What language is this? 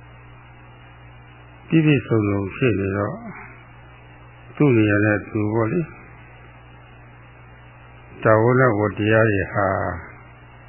Burmese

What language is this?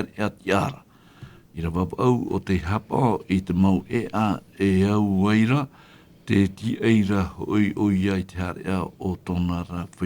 Tahitian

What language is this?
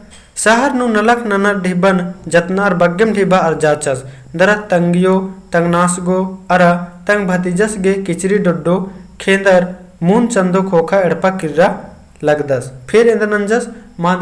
Kurukh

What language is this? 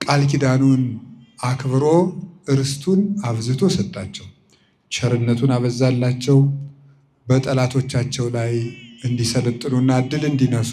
Amharic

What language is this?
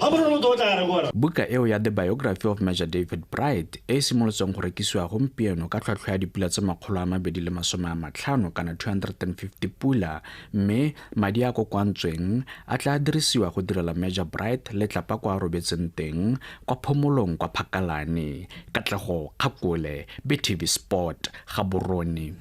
Tswana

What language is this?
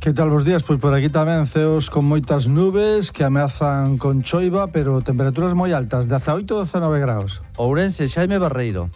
Galician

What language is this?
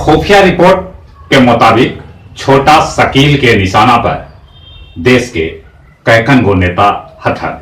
Magahi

